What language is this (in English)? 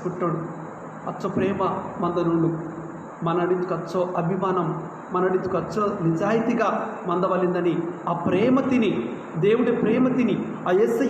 Koya